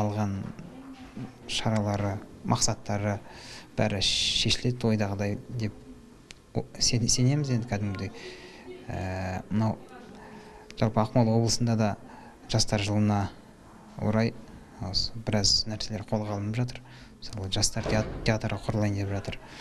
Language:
Kazakh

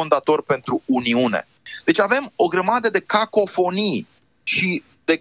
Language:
Romanian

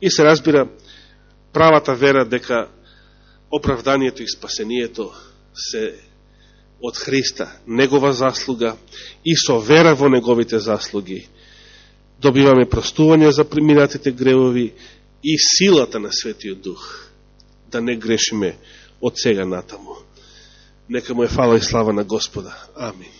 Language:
Macedonian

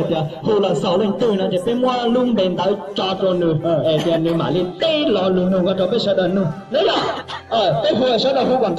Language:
Hmong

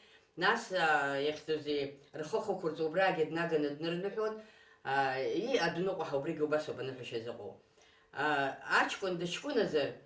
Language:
Abkhazian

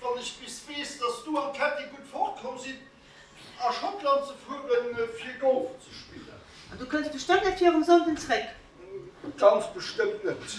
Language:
Luxembourgish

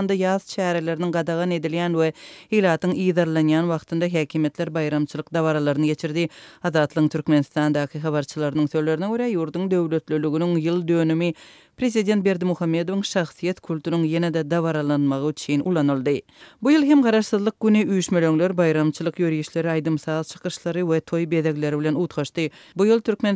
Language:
Turkmen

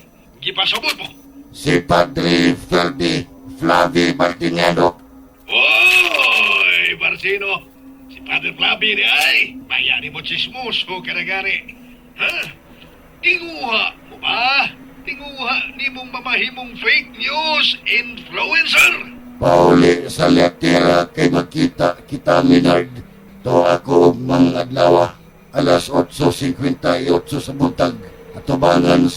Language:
Cebuano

